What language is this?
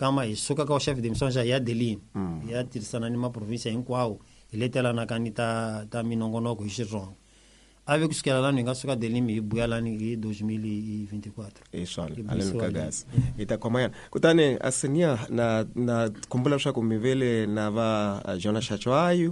Tsonga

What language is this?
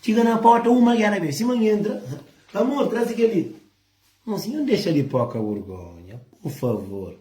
Kabuverdianu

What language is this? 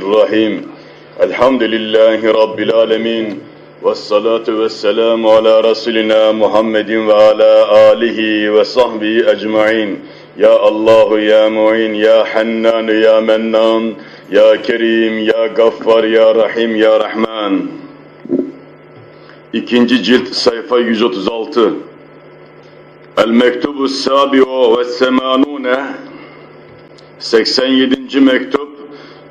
Turkish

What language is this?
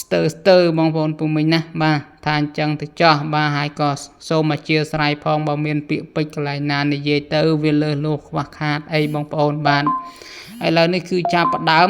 Khmer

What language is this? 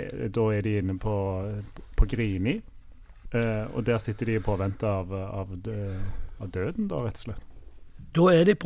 Norwegian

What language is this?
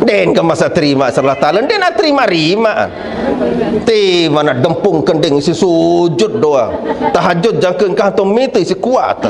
Sasak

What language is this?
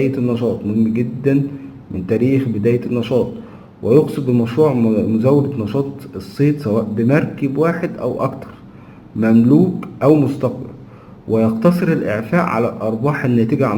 Egyptian Arabic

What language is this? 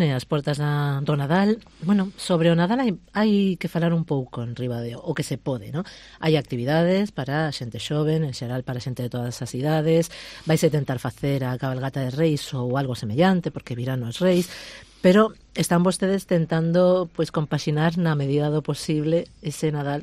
Galician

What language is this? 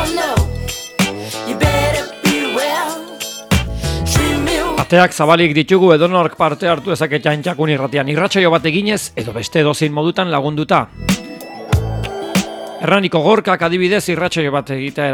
Basque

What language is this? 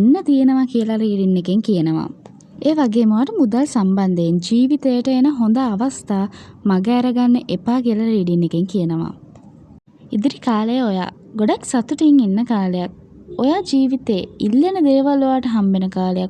Sinhala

